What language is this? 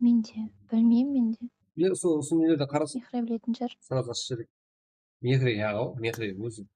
Kara-Kalpak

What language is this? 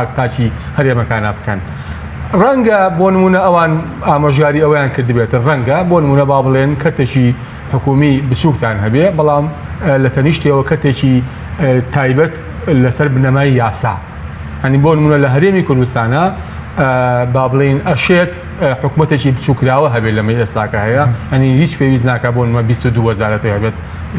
Central Kurdish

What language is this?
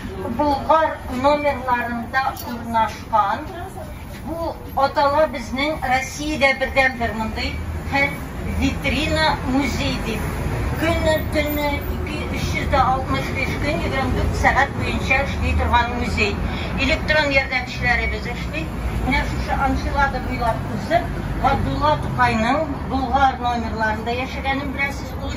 Tatar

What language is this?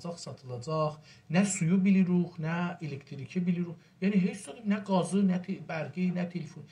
South Azerbaijani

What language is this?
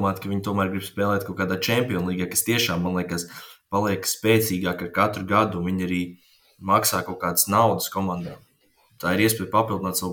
Latvian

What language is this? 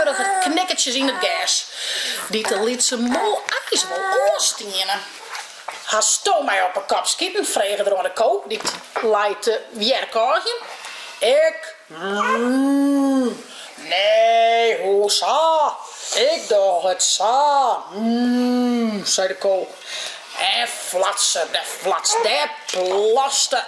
Western Frisian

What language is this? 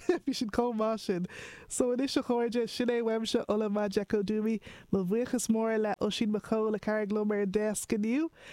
Irish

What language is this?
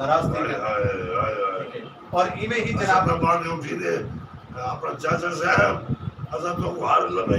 Saraiki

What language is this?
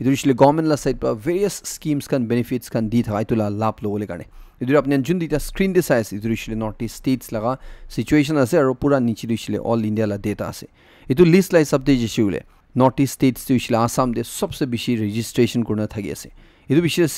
Naga Pidgin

